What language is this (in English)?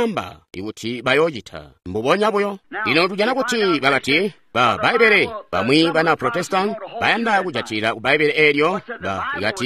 Tonga (Zambia)